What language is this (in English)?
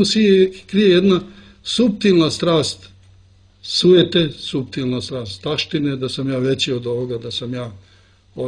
Serbian